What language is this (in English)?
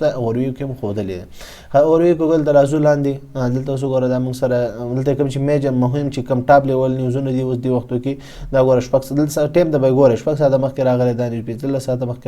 Pashto